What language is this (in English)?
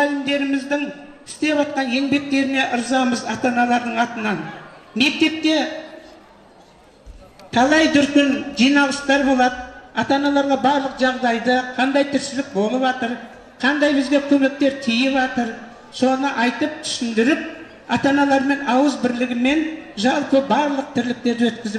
Kazakh